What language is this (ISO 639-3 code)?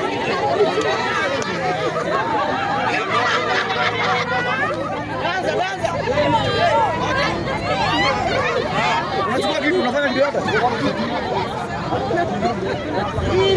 swa